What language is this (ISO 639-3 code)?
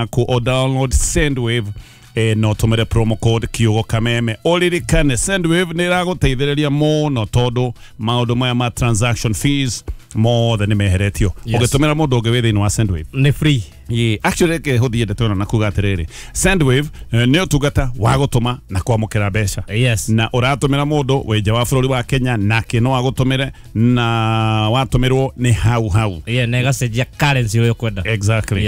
kik